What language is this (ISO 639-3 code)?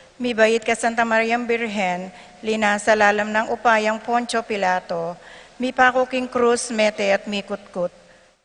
pam